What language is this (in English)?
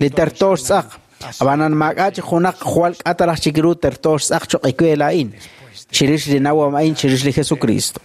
Kekchí